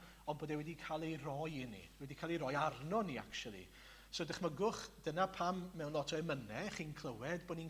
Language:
Welsh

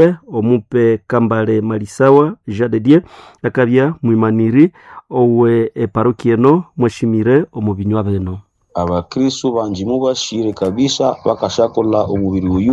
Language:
Nande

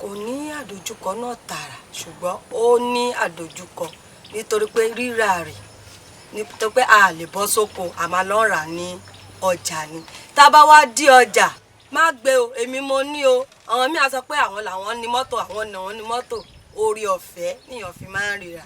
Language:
Yoruba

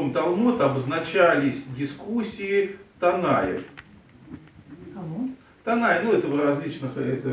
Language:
Russian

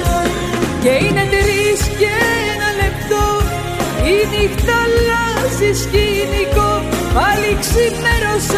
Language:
Greek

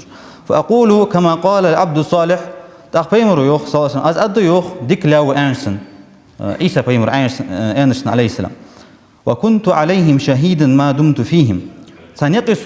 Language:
Ingush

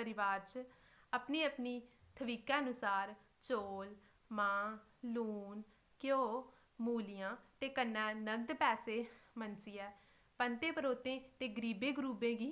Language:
Dogri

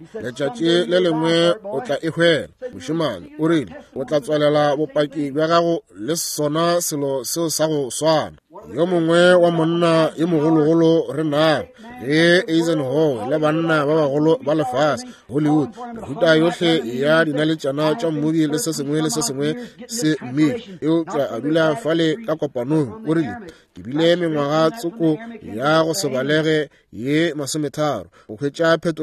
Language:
Northern Sotho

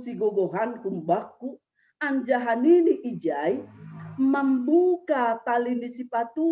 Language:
Batak Simalungun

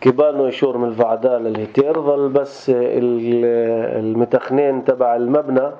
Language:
North Levantine Arabic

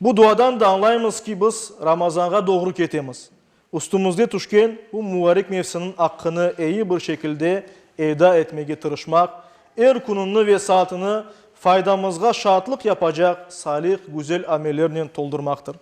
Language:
Crimean Tatar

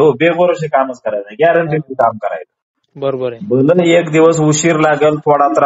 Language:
Marathi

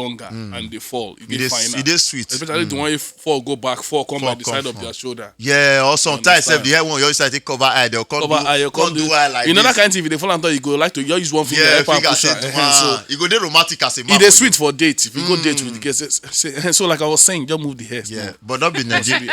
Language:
Nigerian Pidgin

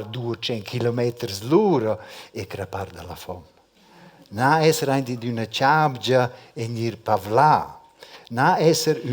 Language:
Romansh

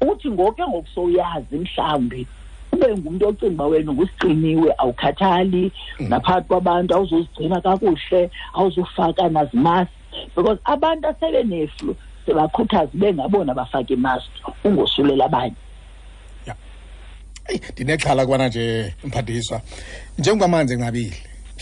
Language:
Xhosa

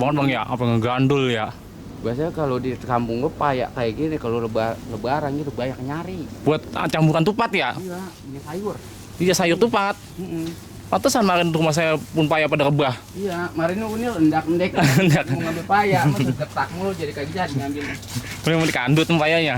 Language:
Betawi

